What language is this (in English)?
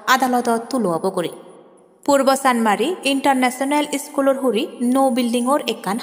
Chakma